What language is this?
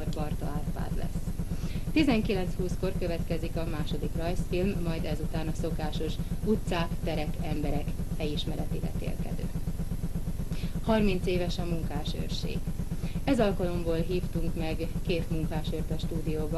Hungarian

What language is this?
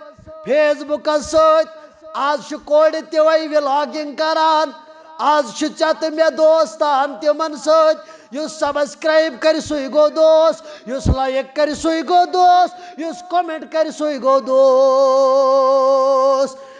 Kashmiri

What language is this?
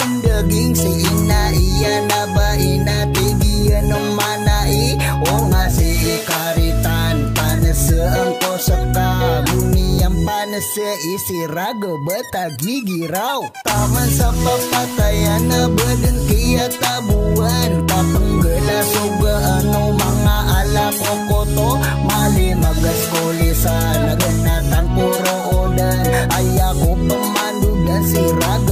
Maranao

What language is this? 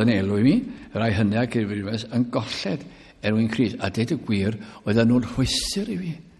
Welsh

